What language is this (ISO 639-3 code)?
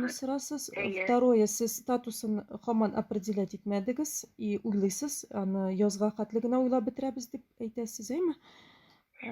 tat